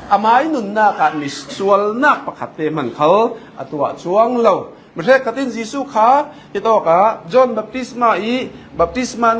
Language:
Falam Chin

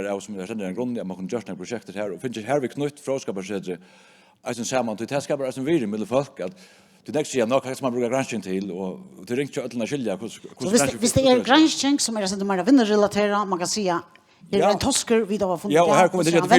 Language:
Faroese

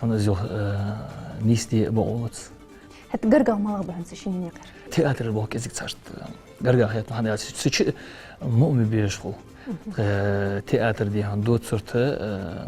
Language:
Ingush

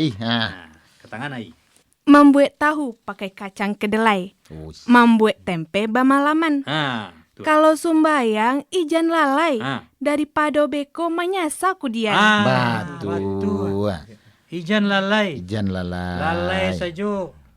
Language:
Minangkabau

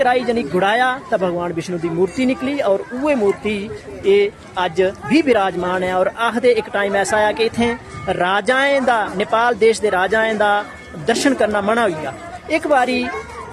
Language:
Dogri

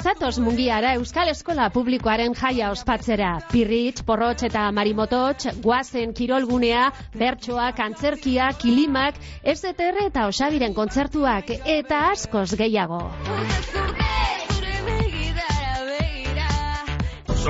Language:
Basque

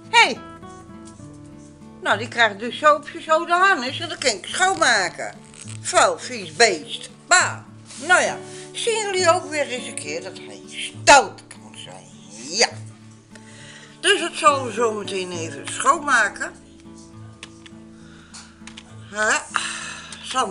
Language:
Dutch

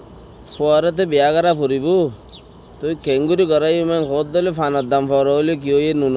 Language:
Rohingya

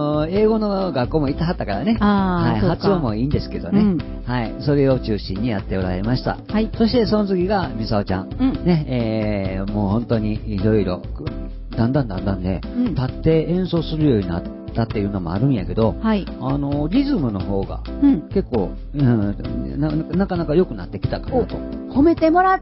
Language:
Japanese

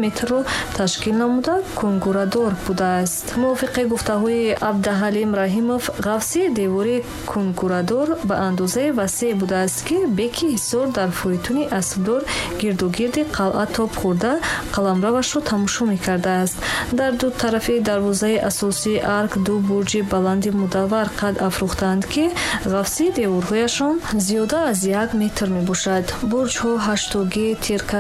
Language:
Tajik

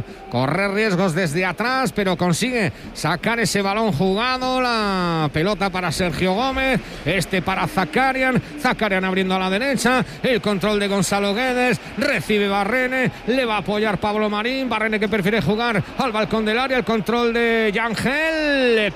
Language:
Spanish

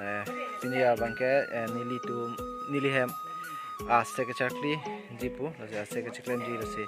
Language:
Karbi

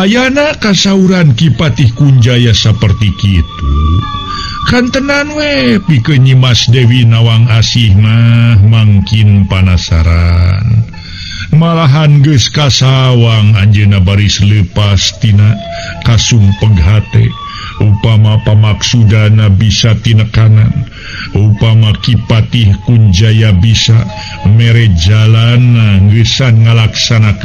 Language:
Sundanese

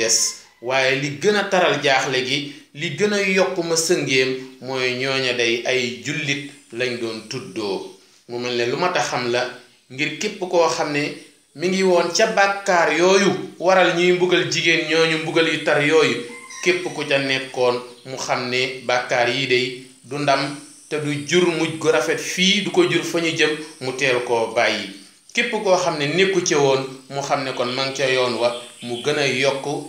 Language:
Wolof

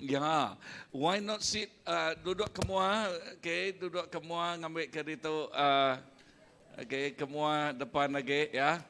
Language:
Iban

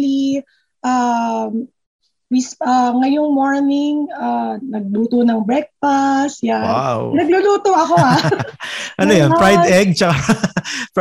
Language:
Filipino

